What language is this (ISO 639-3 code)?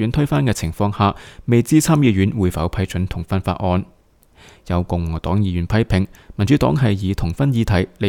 yue